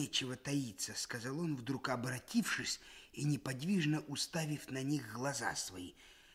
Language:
Russian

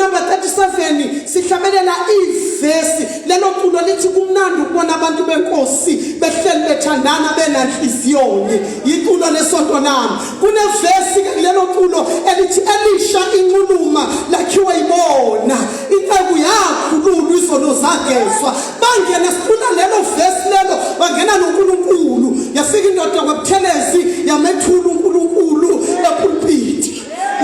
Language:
Zulu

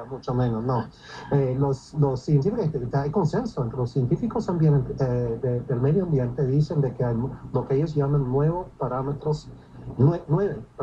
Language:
Spanish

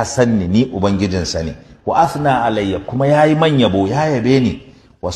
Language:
Hausa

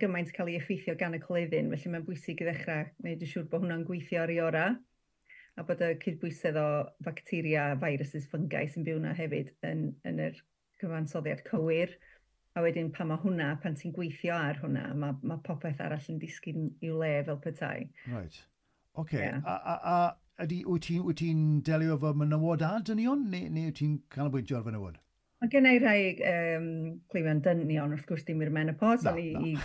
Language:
Welsh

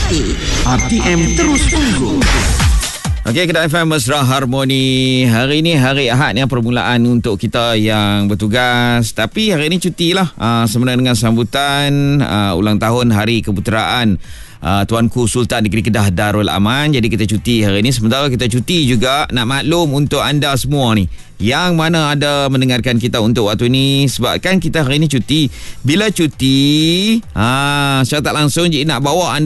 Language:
Malay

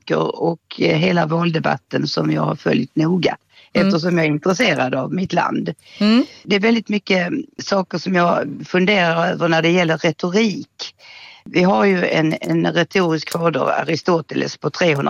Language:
Swedish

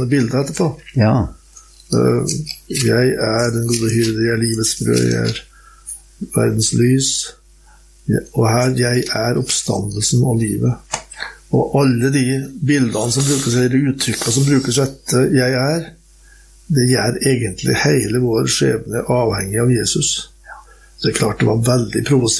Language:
Norwegian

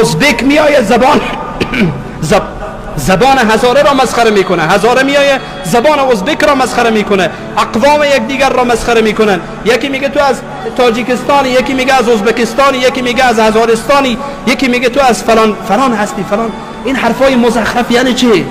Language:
Persian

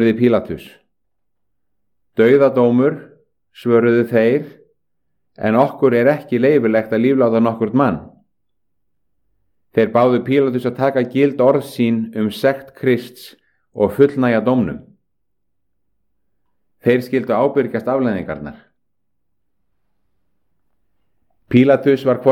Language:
Icelandic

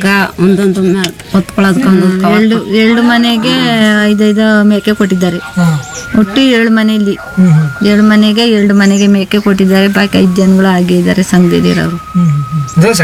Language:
Kannada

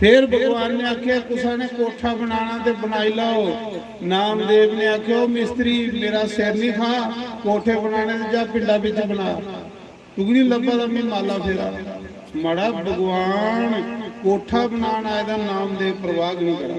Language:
Dogri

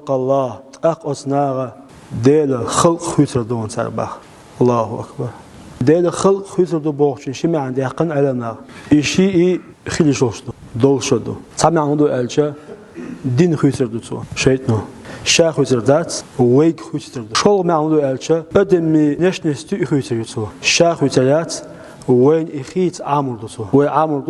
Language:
Chechen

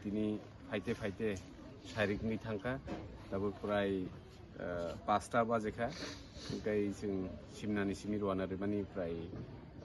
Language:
Kok Borok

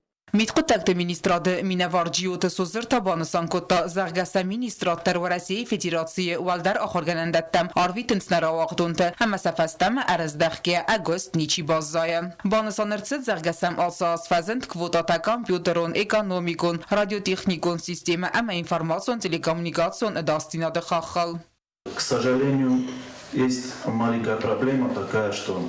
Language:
Ossetic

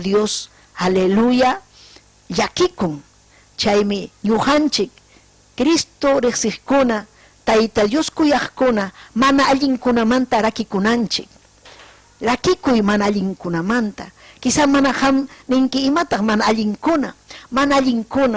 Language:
Ayacucho Quechua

